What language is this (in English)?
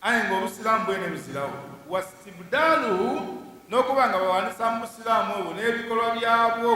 Ganda